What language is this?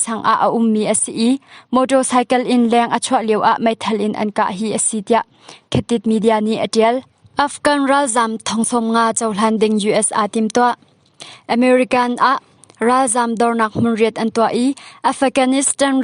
Hakha Chin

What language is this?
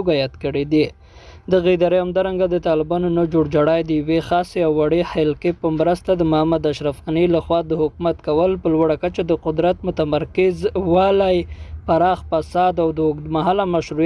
Pashto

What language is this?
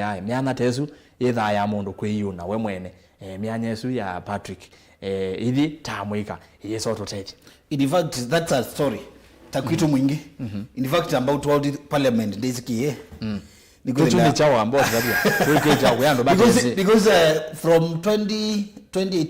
Kamba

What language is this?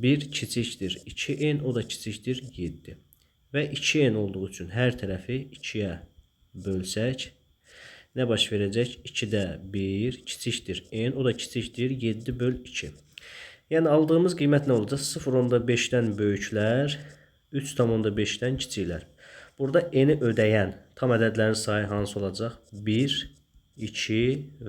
Azerbaijani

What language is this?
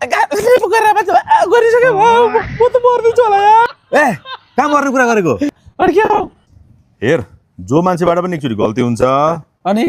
Nepali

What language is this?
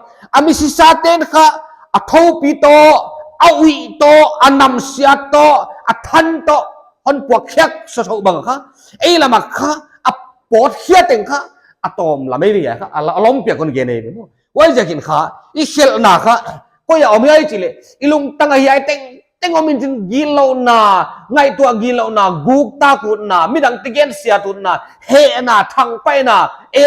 Paite Chin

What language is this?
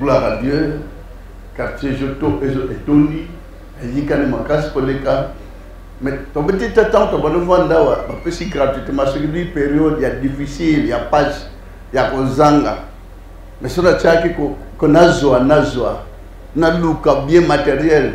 Lingala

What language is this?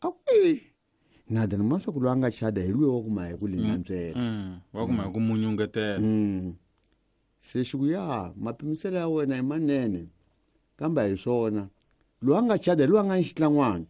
Tsonga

